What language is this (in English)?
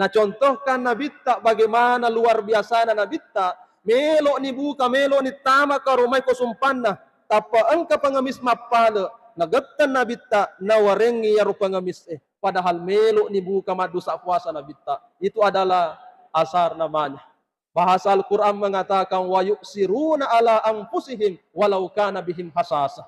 Buginese